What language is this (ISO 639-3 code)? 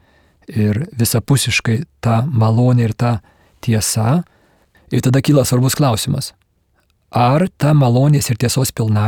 lit